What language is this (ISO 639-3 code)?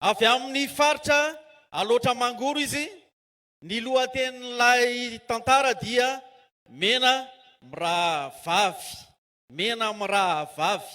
mlg